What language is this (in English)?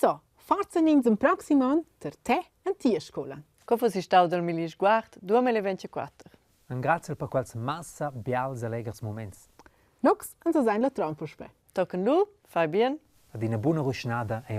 Romansh